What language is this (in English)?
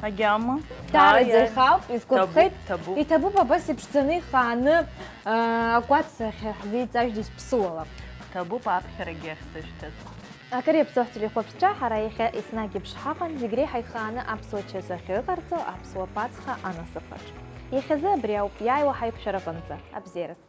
Abkhazian